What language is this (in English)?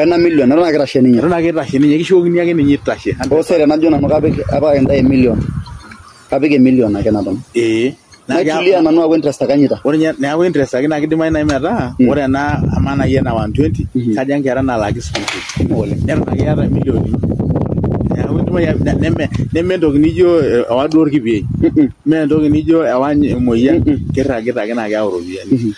Masai